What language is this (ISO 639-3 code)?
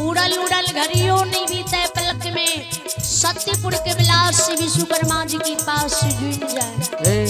mai